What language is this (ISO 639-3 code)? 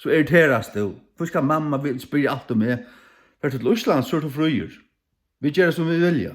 fao